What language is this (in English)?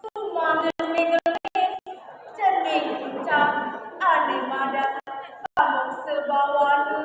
Balinese